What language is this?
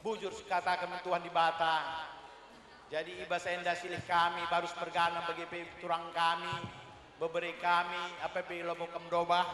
Batak Karo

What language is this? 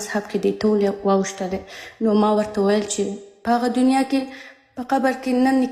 Pashto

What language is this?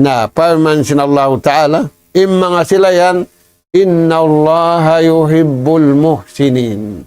Tausug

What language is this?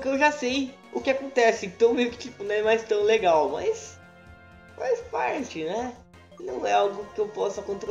Portuguese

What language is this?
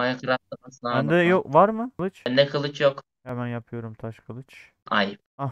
Turkish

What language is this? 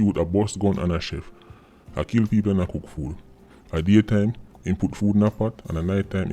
Jamaican Creole English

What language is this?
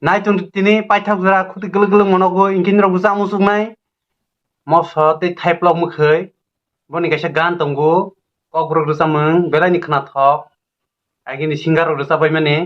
Kok Borok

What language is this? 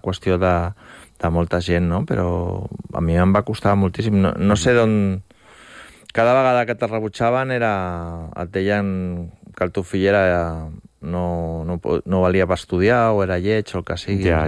Catalan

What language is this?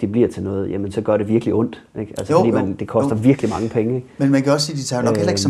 Danish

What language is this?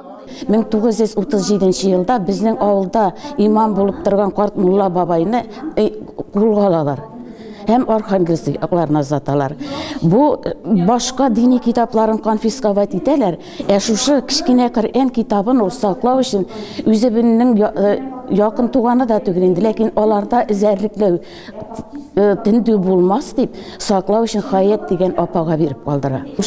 Tatar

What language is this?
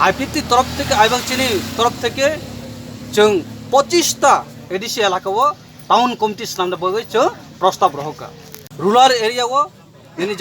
Kok Borok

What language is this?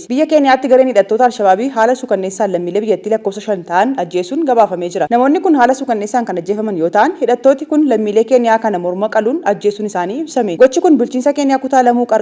Oromo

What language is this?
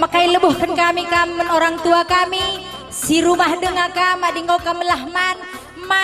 Batak Karo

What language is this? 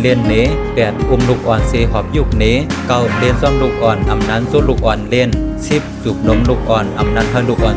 Shan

